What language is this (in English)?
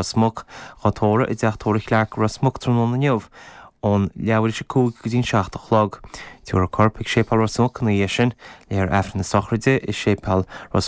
Irish